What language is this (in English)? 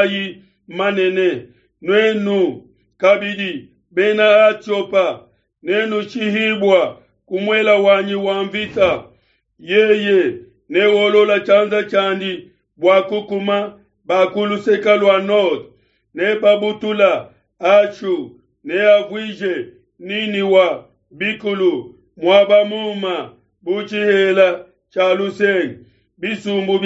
Luba-Lulua